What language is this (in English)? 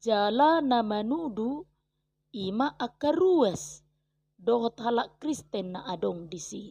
Batak Toba